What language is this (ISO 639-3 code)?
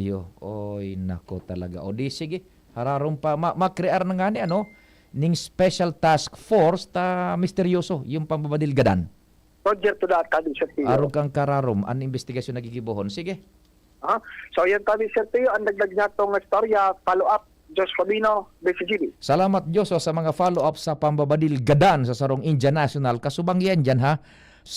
bik